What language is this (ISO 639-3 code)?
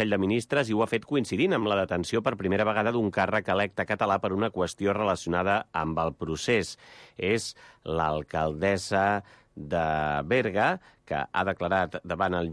cat